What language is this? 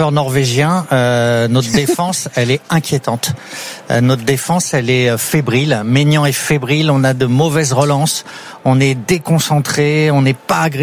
French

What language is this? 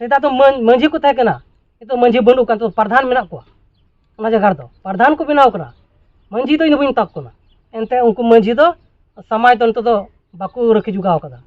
Santali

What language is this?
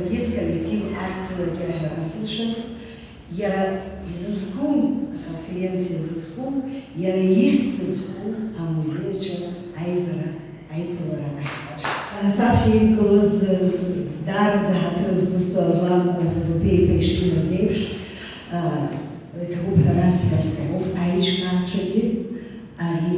Abkhazian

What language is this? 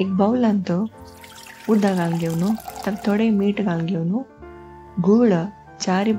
Konkani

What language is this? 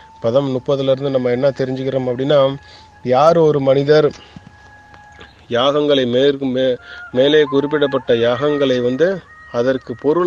Tamil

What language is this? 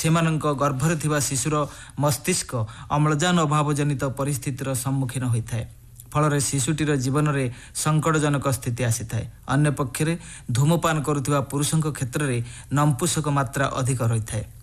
Odia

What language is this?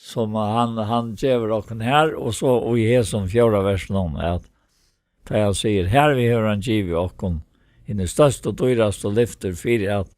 Faroese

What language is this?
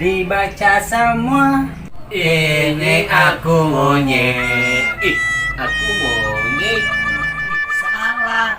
Betawi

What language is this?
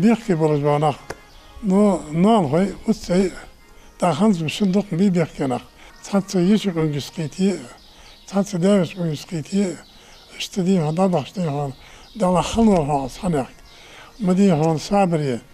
Ingush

